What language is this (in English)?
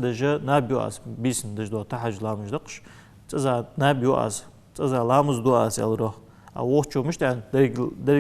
Ingush